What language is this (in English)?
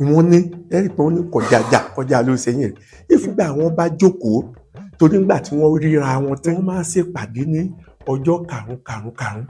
Yoruba